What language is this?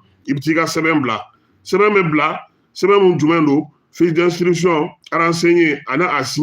Bambara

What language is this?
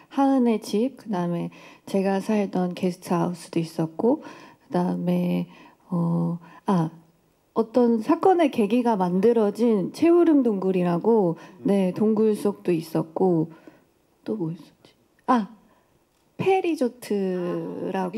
Korean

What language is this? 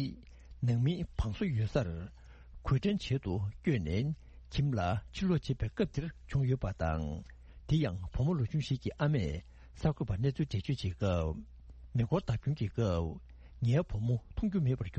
Tibetan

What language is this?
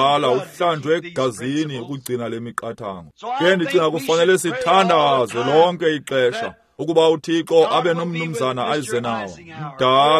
Xhosa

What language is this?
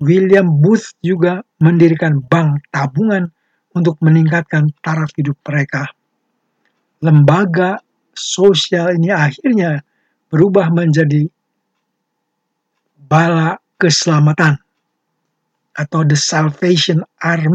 Indonesian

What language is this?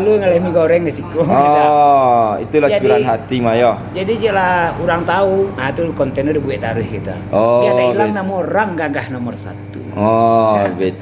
Minangkabau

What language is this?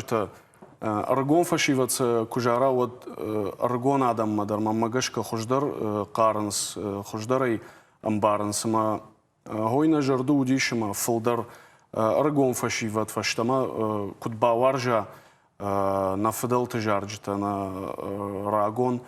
Ossetic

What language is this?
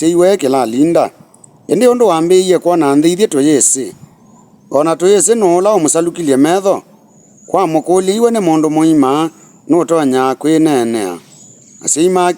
Kamba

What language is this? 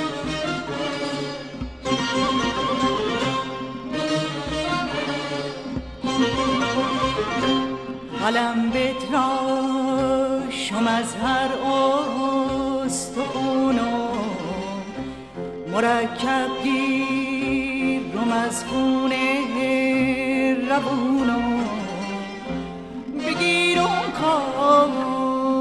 Persian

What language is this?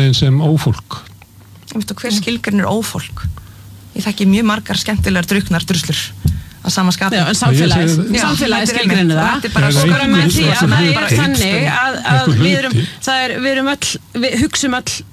Icelandic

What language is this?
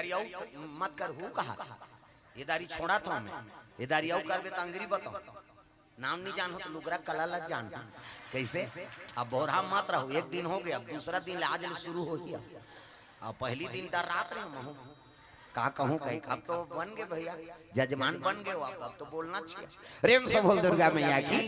Chhattisgarhi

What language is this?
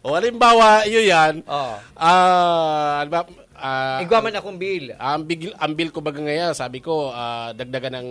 Bikol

